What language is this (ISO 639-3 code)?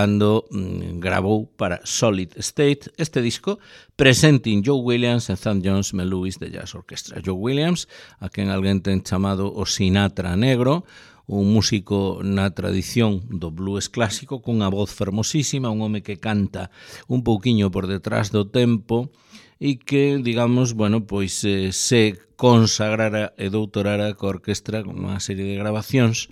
glg